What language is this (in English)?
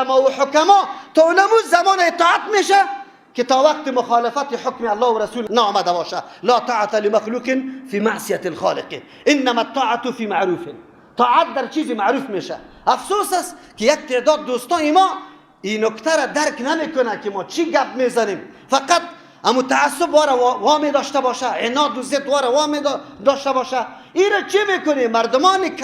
Persian